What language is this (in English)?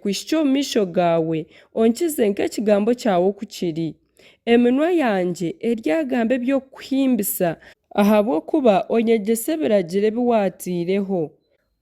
Nyankole